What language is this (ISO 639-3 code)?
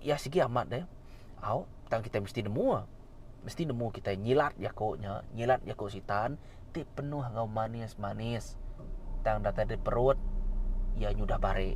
iba